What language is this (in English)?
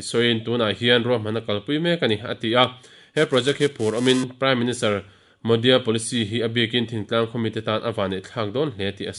Mizo